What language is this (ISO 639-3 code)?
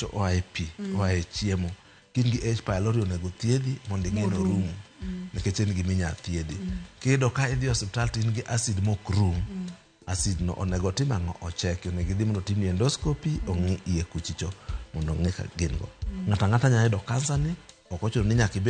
luo